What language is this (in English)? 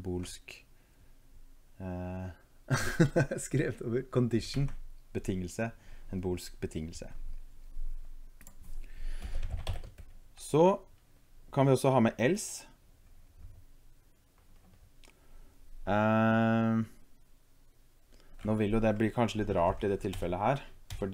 Norwegian